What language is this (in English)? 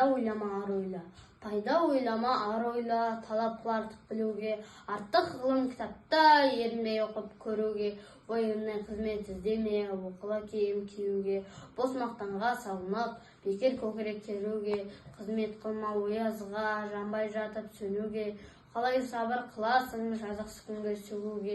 Kazakh